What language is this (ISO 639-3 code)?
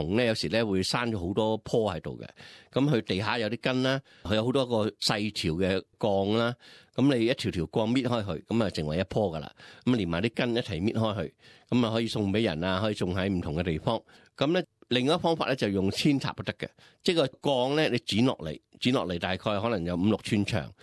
yue